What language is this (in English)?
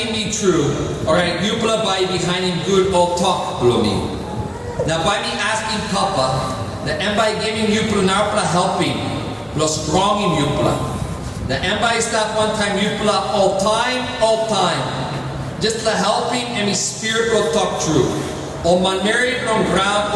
Tok Pisin